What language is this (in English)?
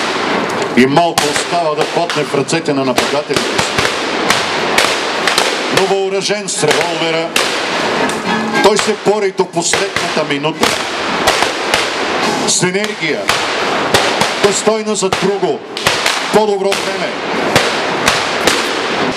Bulgarian